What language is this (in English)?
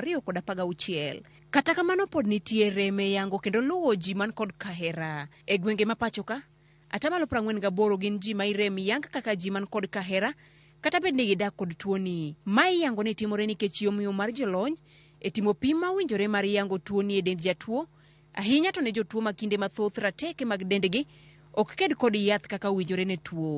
Luo (Kenya and Tanzania)